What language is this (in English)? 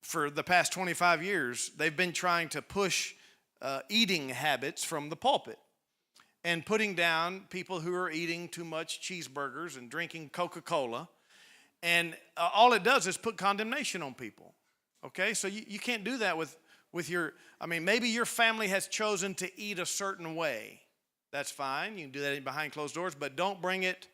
English